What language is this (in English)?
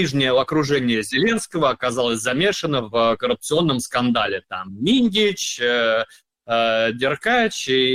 Russian